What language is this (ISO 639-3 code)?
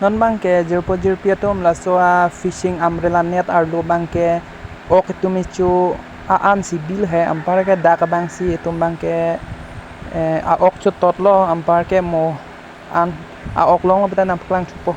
mjw